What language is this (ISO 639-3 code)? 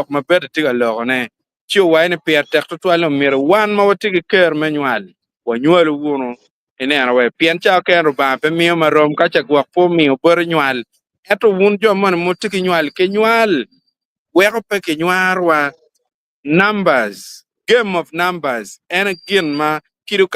ach